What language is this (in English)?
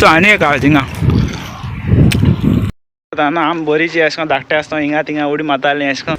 Konkani